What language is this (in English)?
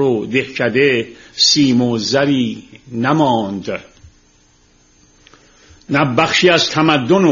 Persian